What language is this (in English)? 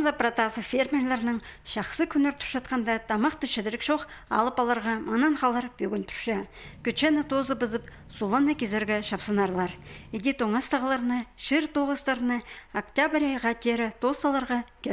Khakas